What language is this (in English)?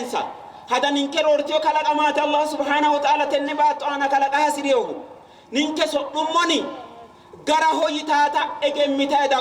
Sidamo